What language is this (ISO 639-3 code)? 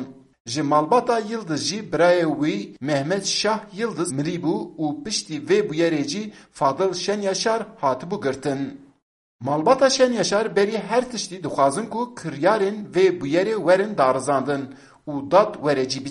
kur